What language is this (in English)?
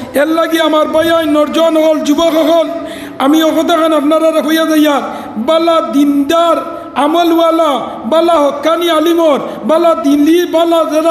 Sylheti